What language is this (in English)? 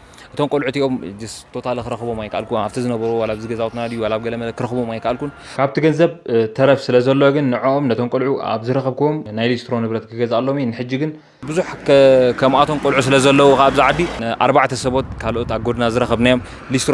Tigrinya